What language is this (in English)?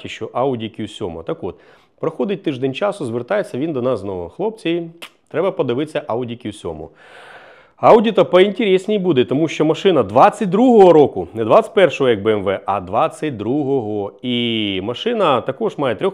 Ukrainian